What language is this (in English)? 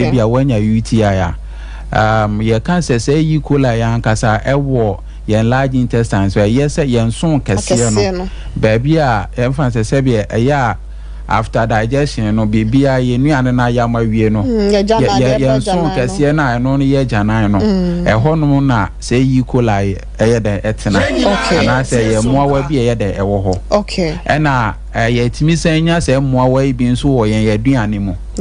Akan